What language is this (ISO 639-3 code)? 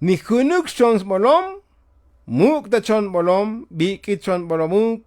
tzo